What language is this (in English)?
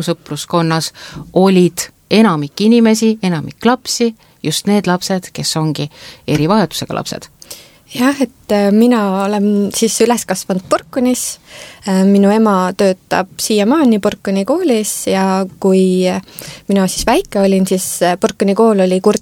Estonian